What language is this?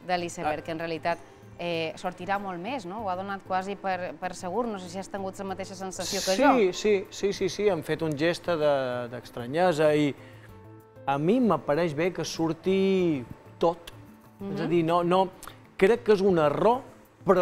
Catalan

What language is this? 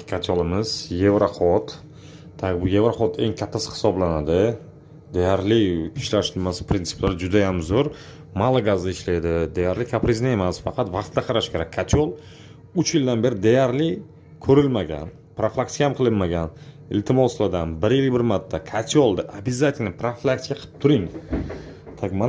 Uzbek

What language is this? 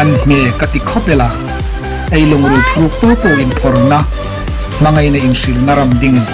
Hmar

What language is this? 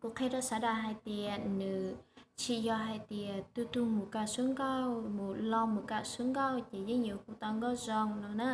Hmong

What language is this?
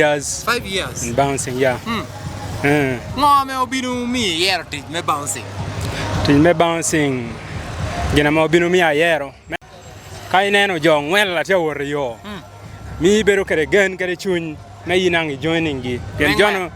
Lango (Uganda)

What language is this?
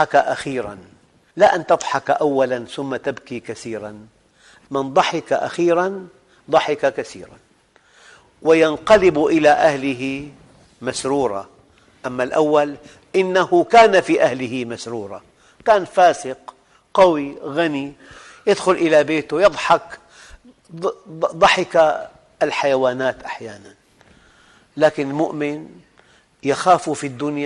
Arabic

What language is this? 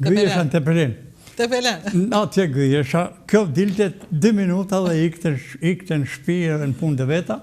Albanian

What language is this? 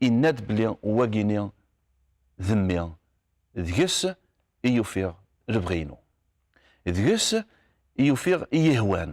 Kabyle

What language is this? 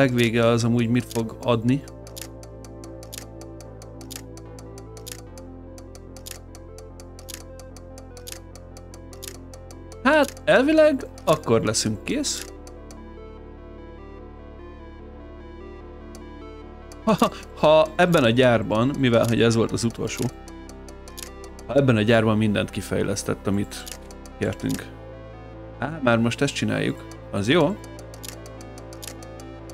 Hungarian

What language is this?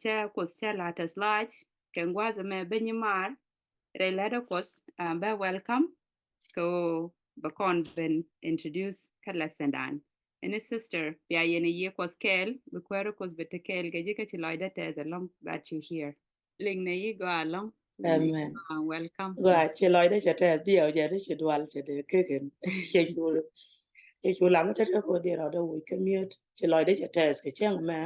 Nuer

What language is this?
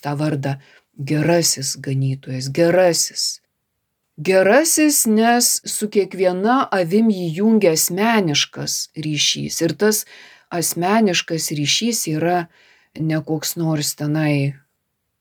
Lithuanian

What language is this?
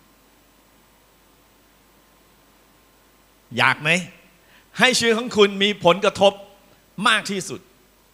Thai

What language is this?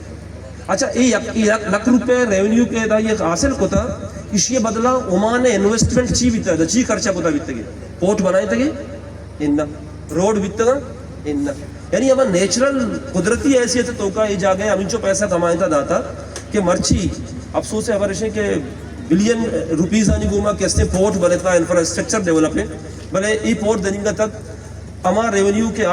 Baluchi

